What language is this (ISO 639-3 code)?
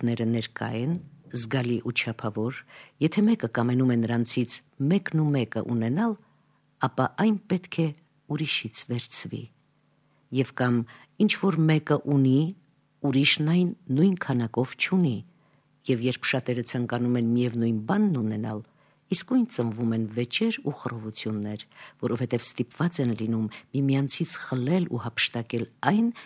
hye